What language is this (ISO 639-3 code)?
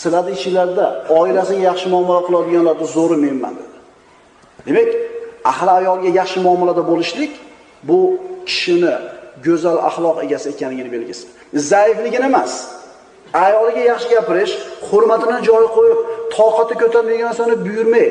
uzb